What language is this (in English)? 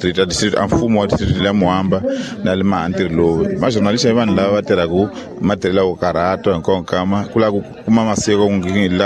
Tsonga